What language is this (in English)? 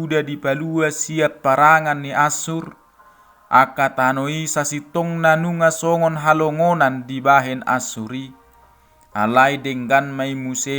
Batak Toba